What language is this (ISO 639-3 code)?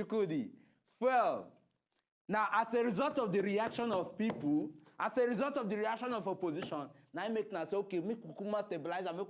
pcm